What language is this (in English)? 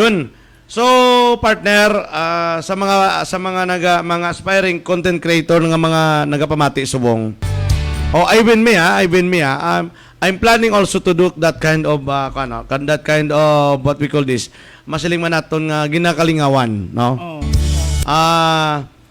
Hiligaynon